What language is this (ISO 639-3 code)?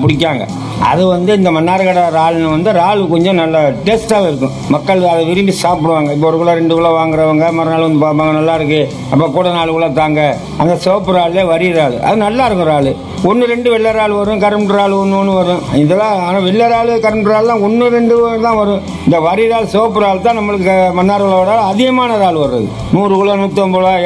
tam